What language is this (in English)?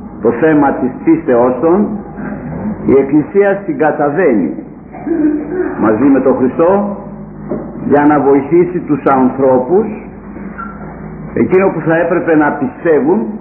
Greek